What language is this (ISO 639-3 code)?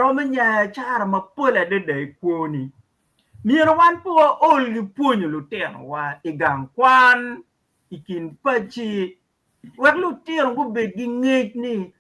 ach